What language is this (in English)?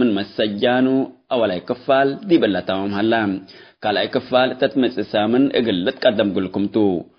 Tigre